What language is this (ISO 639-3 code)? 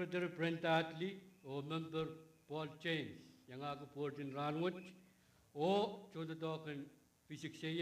pon